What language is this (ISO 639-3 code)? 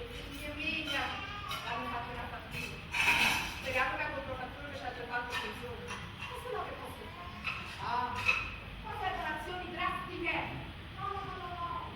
nap